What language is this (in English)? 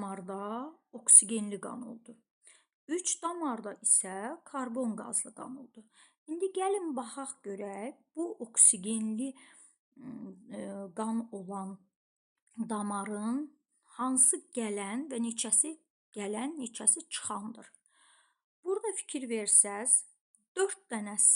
Azerbaijani